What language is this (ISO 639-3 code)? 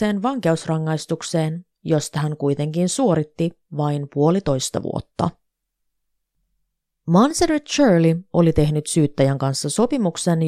fin